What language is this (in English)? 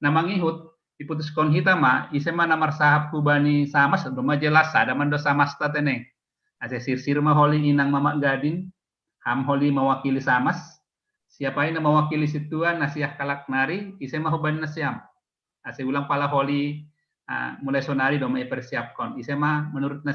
Batak Simalungun